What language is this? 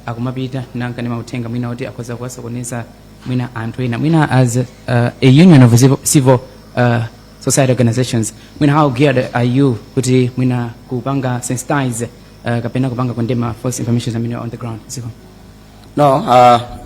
Nyanja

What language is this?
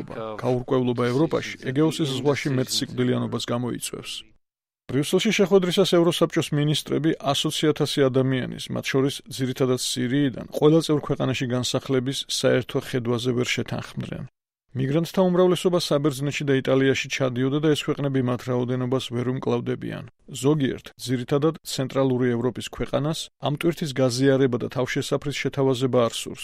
Georgian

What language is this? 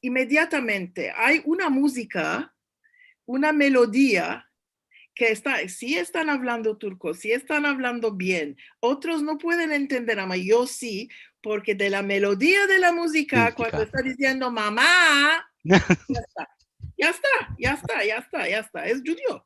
Ladino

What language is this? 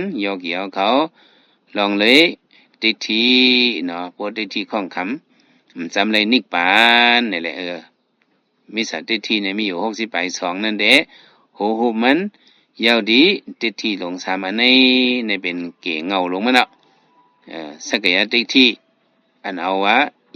Shan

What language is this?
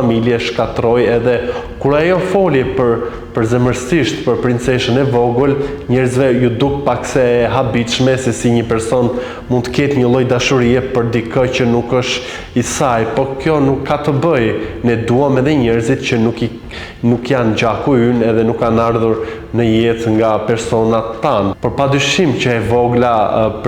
Albanian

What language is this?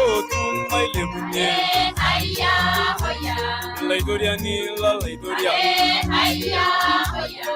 Masai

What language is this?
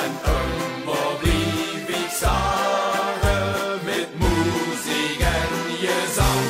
Limburgish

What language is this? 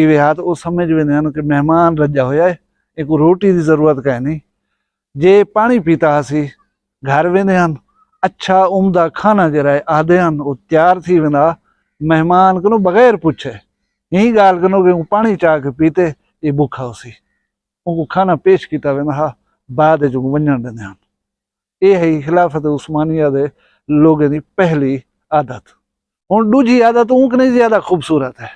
Saraiki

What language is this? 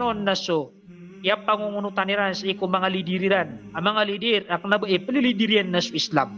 Maranao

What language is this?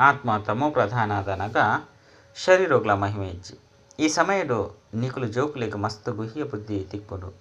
Tulu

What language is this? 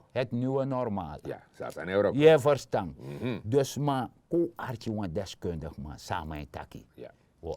Sranan Tongo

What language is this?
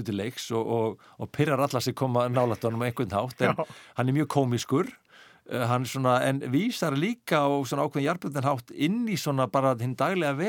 Icelandic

